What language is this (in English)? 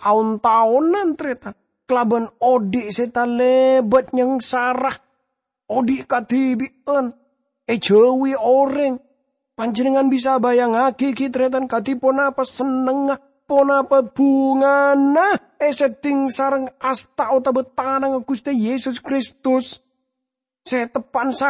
Madurese